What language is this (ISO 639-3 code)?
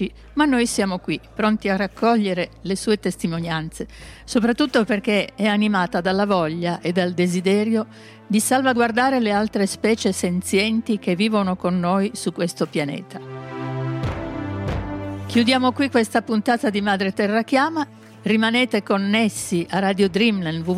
ita